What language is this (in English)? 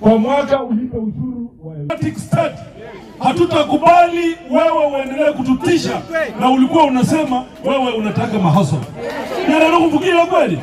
Gusii